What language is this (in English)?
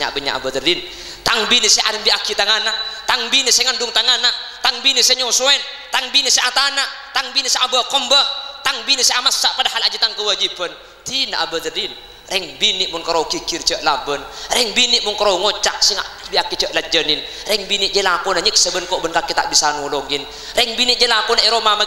Madurese